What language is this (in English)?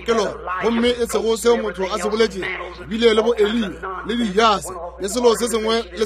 Northern Sotho